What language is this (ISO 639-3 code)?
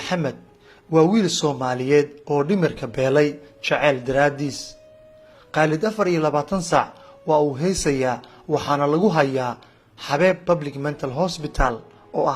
som